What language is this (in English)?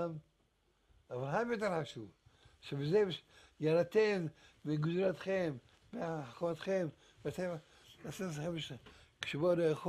Hebrew